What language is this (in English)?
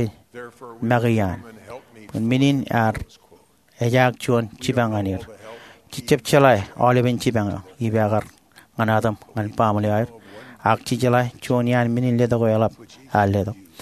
Marshallese